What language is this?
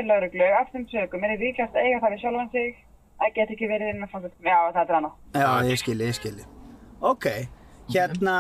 Icelandic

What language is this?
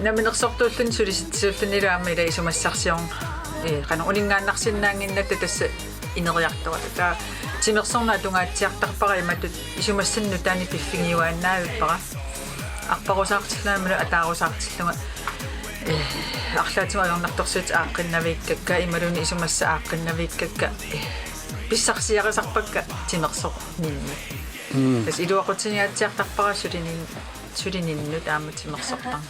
Kalaallisut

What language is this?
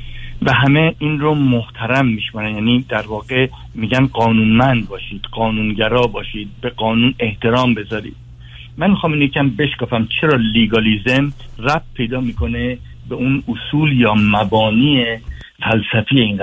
Persian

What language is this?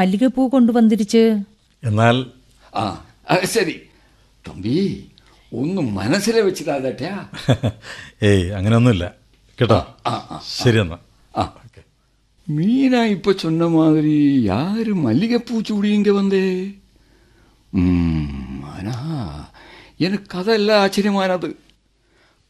Malayalam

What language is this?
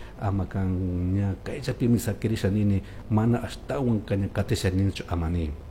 Chimborazo Highland Quichua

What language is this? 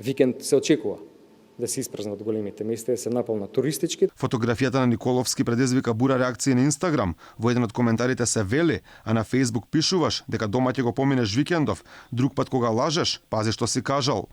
Macedonian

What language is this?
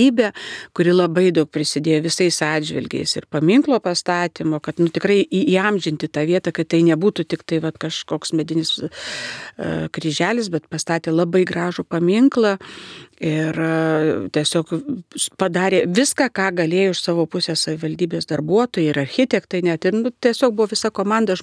Lithuanian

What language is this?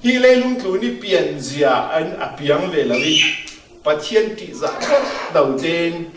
Falam Chin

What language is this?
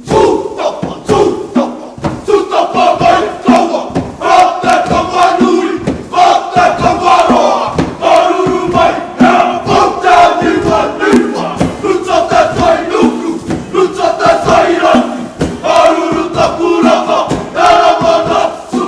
Māori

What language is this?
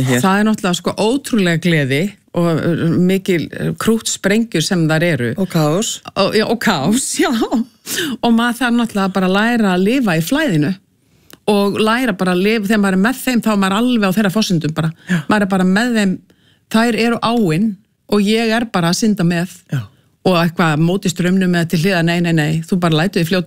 Icelandic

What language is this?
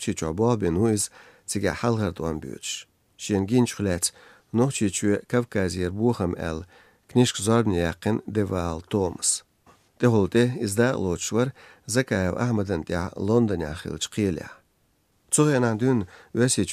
Chechen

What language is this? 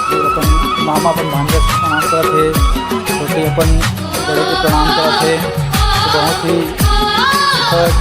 Chhattisgarhi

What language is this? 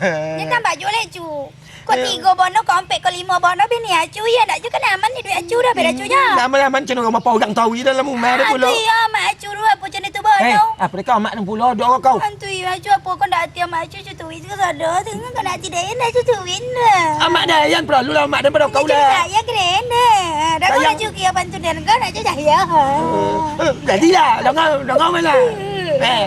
Minangkabau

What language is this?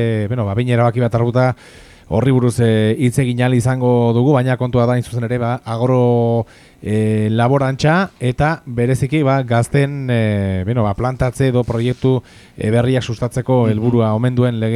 Basque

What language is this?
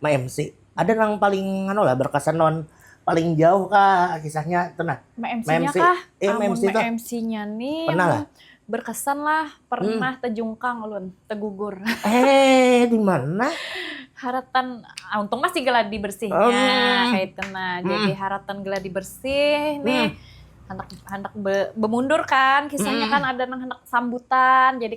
Banjar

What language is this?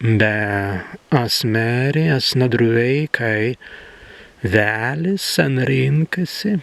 Prussian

